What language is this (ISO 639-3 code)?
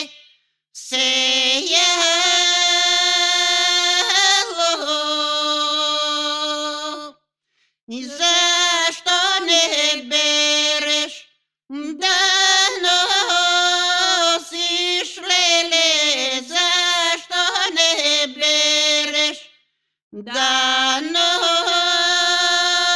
bul